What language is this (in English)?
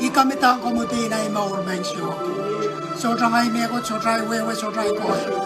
Pohnpeian